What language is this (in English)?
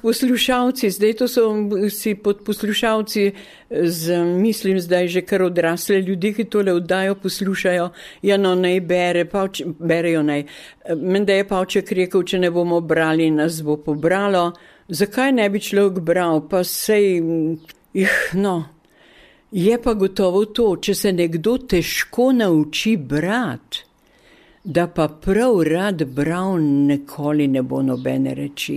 Slovenian